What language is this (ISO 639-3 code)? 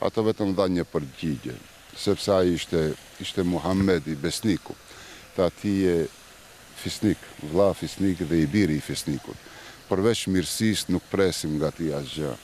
sqi